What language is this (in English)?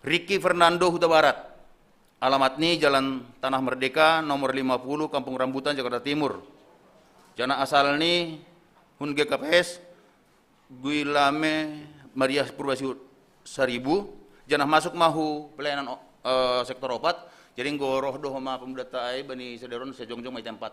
Batak Simalungun